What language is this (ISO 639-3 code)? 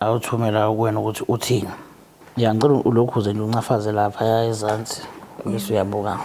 zul